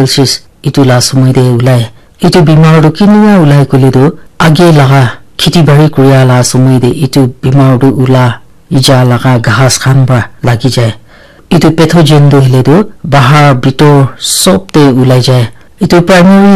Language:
Naga Pidgin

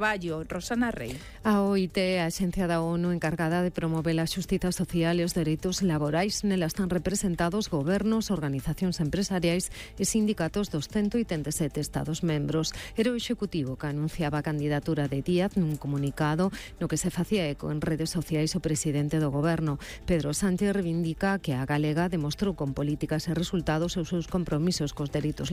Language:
Galician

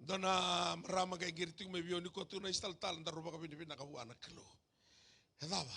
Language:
Fijian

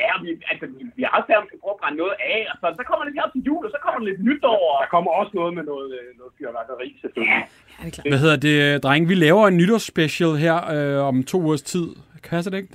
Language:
Danish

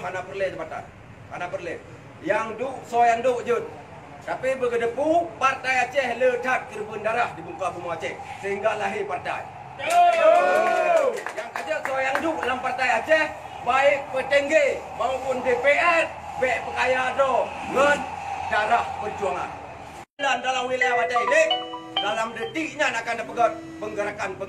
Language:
Achinese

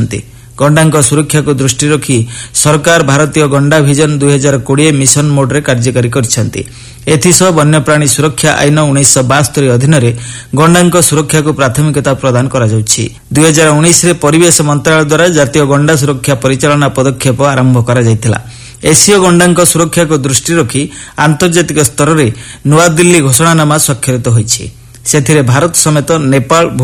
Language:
Odia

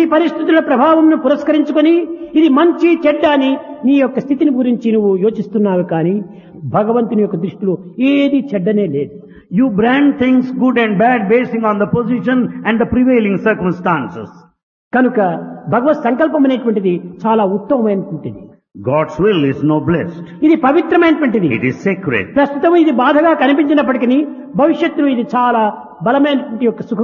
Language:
Telugu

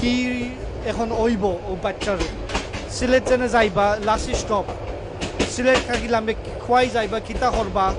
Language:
Sylheti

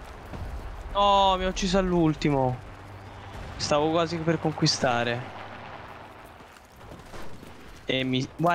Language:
Italian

